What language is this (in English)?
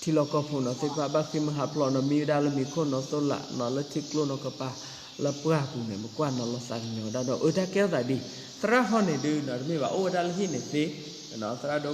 S'gaw Karen